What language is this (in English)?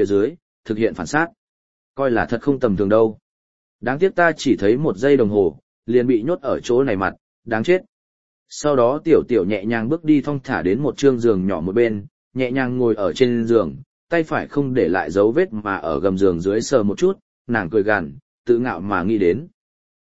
Vietnamese